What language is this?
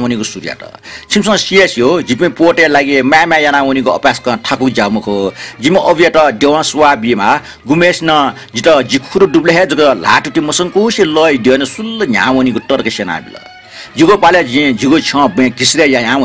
Newari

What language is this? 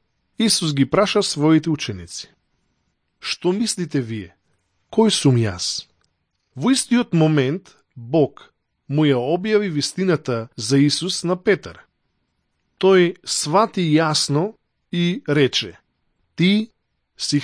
Macedonian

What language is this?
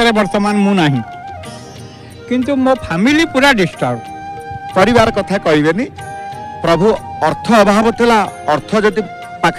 Odia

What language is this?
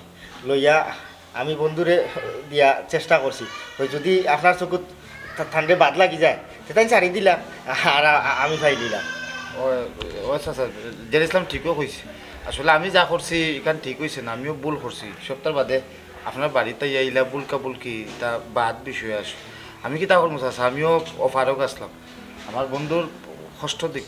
Sylheti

